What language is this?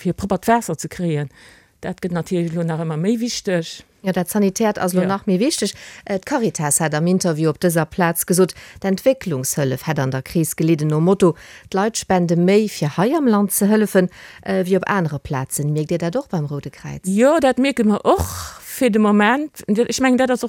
Luxembourgish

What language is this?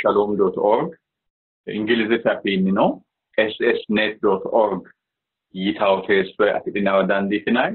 Sidamo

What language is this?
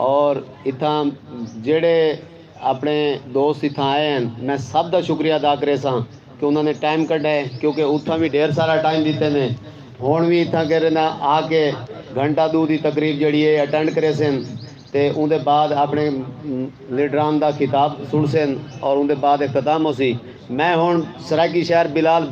Saraiki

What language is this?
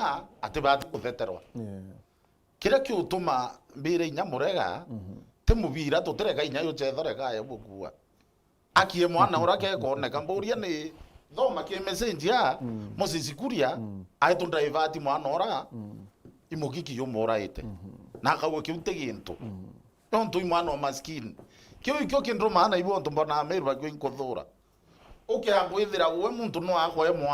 Meru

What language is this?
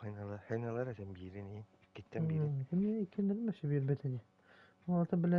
Yakut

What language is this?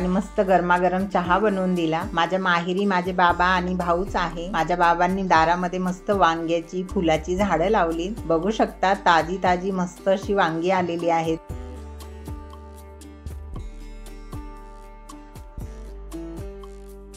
Marathi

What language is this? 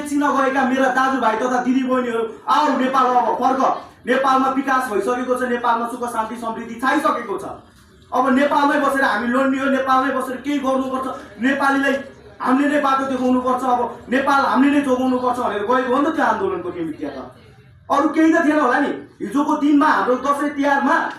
Nepali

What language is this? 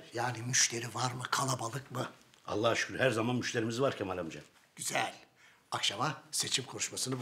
Turkish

